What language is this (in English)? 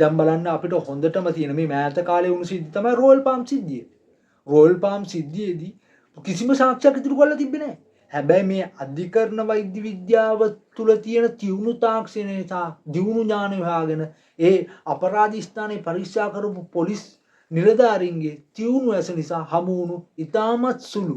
Sinhala